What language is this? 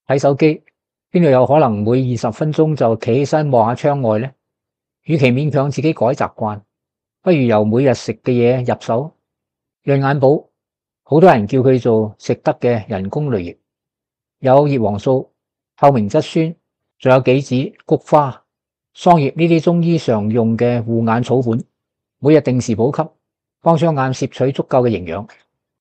Cantonese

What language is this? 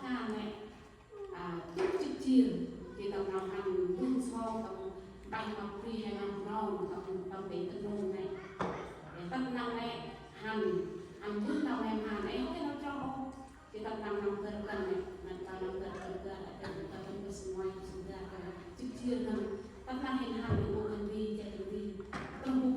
Central Mnong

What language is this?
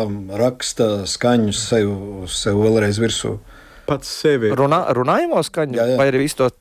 Latvian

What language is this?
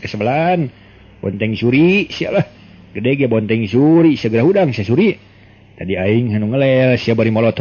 Sundanese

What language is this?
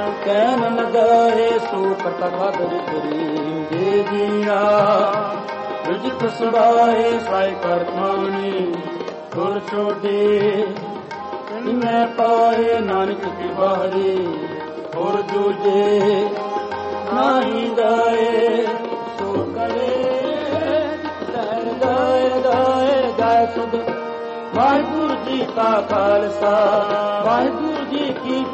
Punjabi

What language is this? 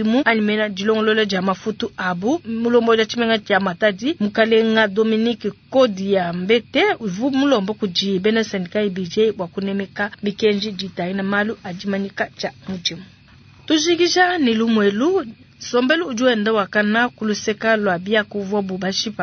Luba-Lulua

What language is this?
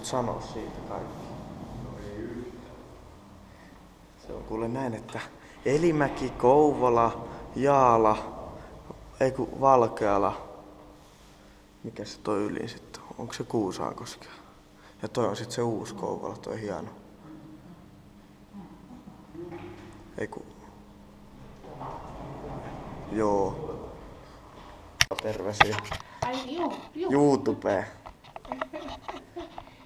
Finnish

